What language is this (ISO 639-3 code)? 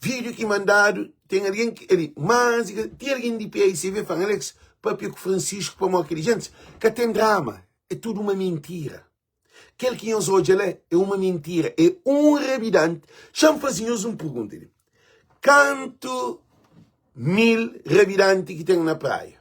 kea